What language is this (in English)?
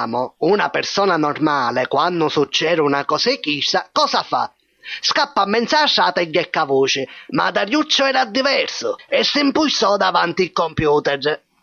Sicilian